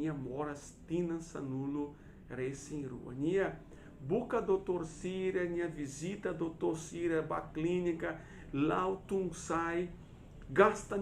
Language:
Tetum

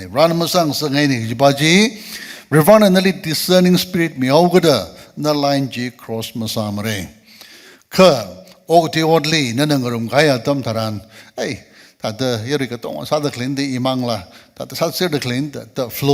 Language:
Tangkhul Naga (India)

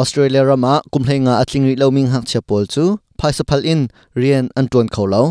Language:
Hakha Chin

